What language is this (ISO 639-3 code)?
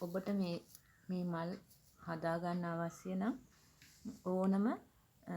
sin